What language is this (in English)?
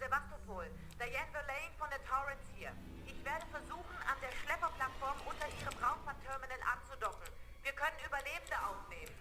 Bavarian